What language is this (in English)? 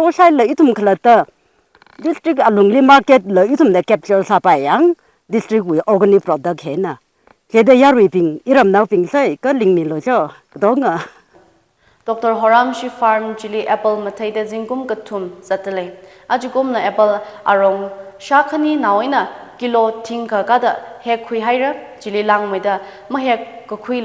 Tangkhul Naga (India)